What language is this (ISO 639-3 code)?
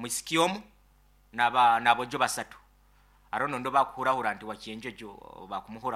nyn